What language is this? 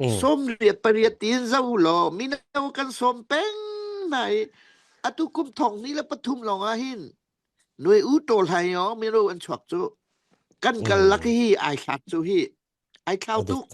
Falam Chin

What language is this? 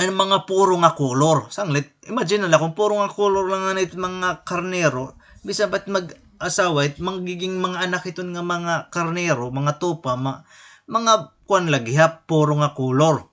Waray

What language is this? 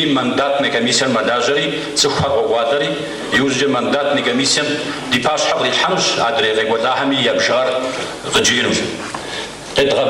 Kabardian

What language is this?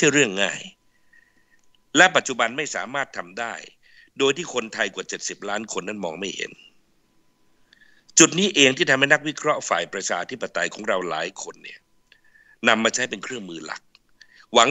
Thai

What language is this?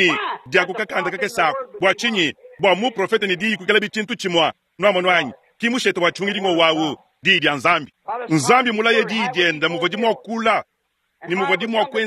Luba-Lulua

